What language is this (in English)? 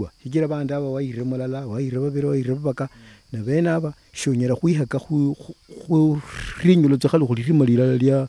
Luyia